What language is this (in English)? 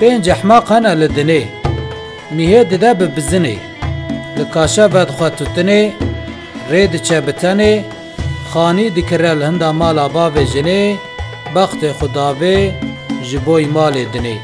Kurdish